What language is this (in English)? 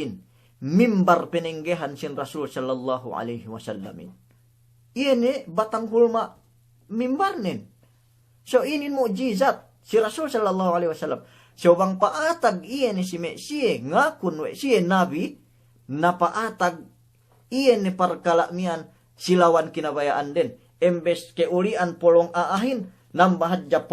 Yakan